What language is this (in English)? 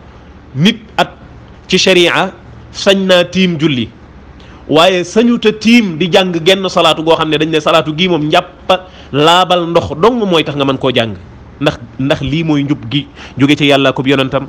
Wolof